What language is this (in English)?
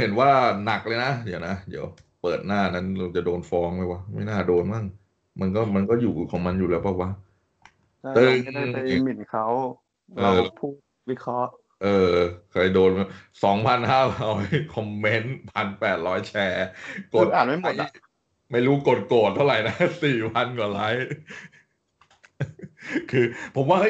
Thai